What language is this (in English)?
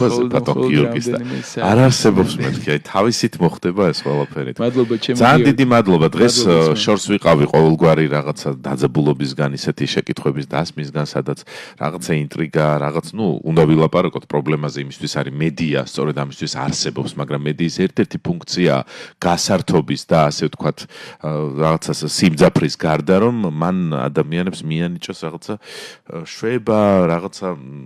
Georgian